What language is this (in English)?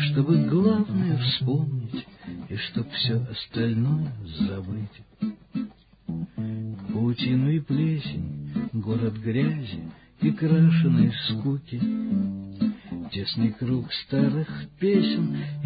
Russian